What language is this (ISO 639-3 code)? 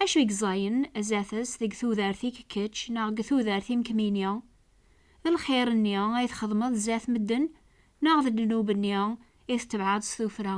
kab